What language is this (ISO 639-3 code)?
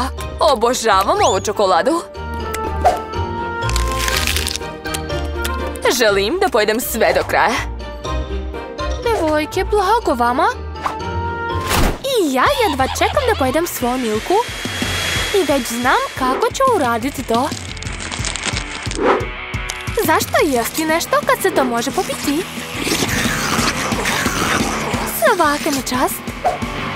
srp